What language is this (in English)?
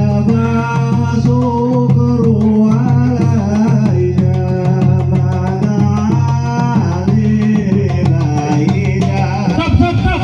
Betawi